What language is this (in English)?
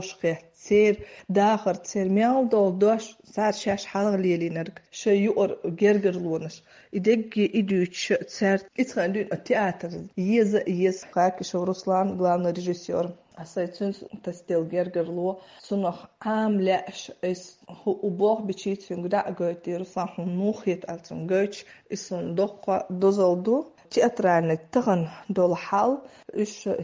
Chechen